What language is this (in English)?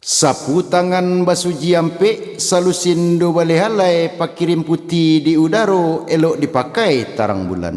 Minangkabau